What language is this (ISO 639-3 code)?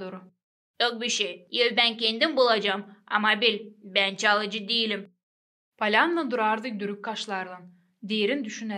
gag